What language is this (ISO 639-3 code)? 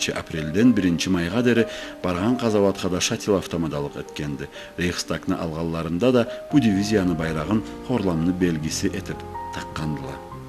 krc